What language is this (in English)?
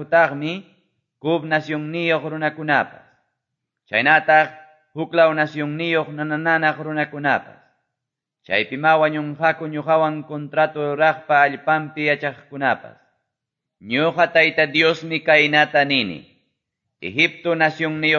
Quechua